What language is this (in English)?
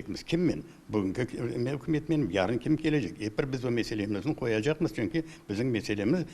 Crimean Tatar